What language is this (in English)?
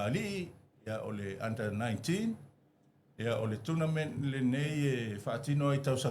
Samoan